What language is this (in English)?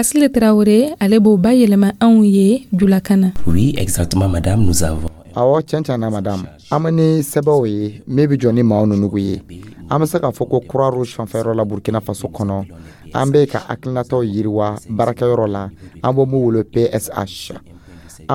Dyula